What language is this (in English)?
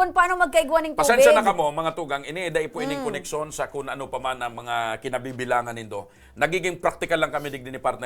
Bikol